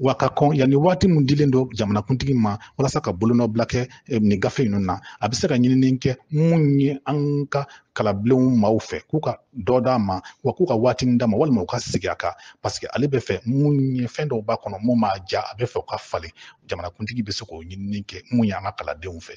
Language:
Bambara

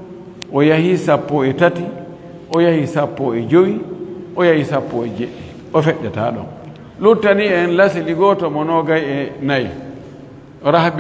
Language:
Fula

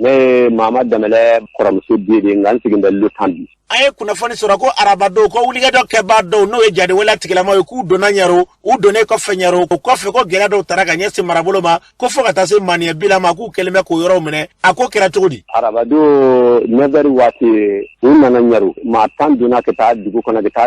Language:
Bambara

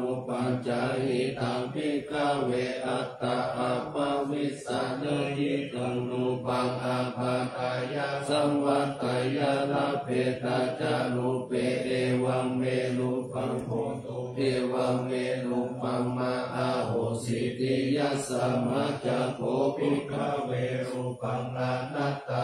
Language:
Pali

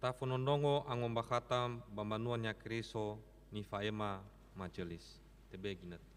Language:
Nias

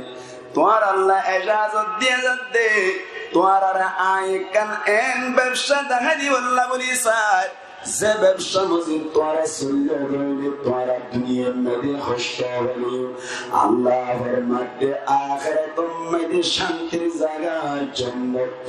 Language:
Rohingya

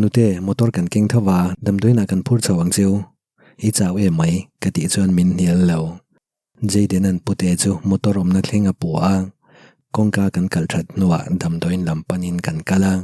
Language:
Mizo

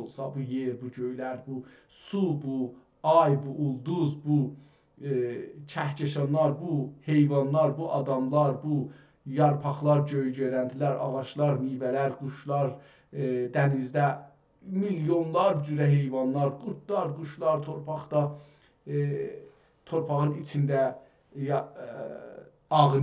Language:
South Azerbaijani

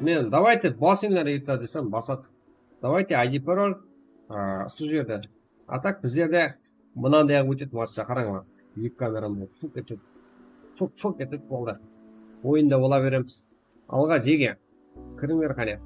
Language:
Kara-Kalpak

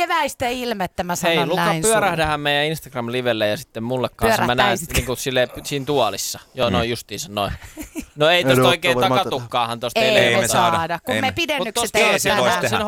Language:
Finnish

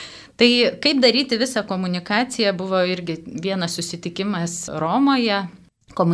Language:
Lithuanian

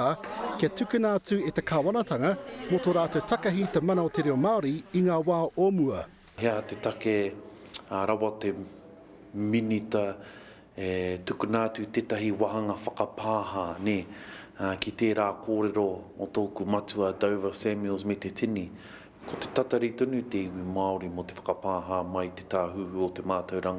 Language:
Māori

